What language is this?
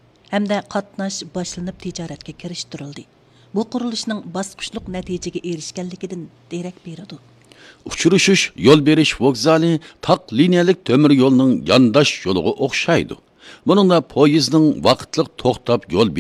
Uyghur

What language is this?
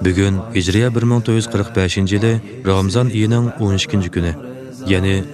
Uyghur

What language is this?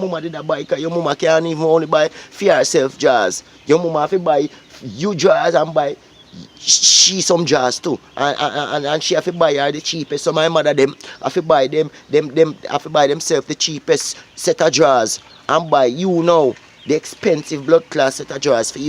Jamaican Creole English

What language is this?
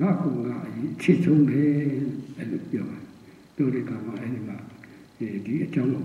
Burmese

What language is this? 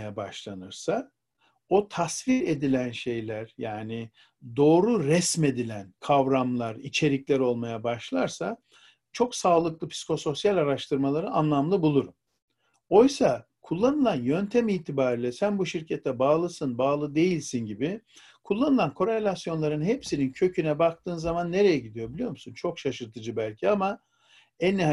Turkish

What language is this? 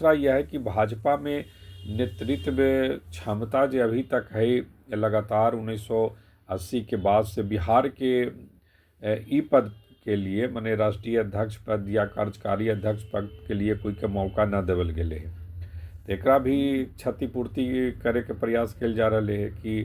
Magahi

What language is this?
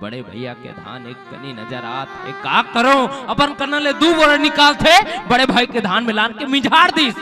Chhattisgarhi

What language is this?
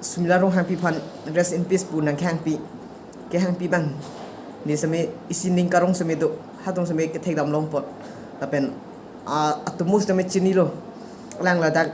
Karbi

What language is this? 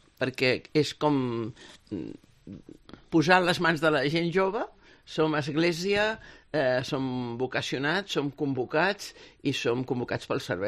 Catalan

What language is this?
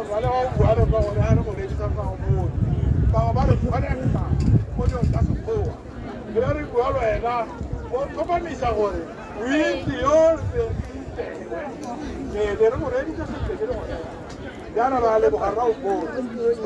Tswana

